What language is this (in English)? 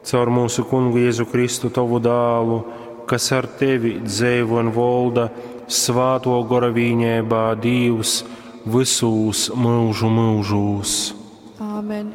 Latgalian